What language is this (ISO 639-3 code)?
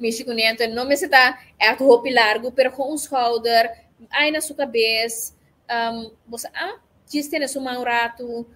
pap